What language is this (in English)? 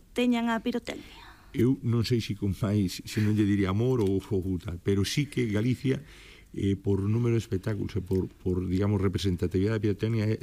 Galician